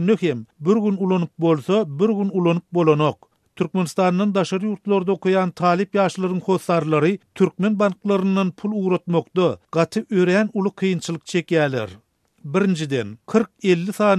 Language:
Turkmen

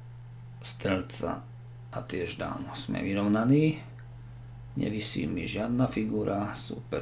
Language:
Slovak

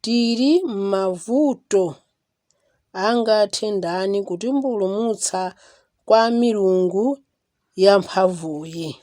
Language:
Nyanja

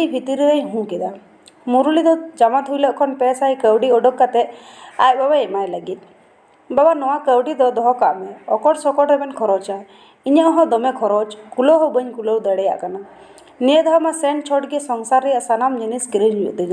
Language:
Santali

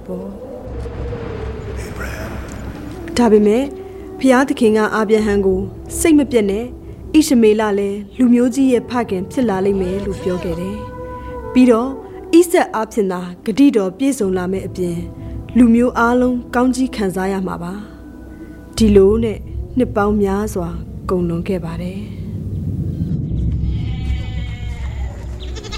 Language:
Burmese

